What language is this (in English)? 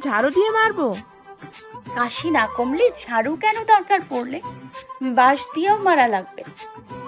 Bangla